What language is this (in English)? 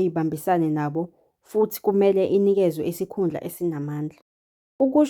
Zulu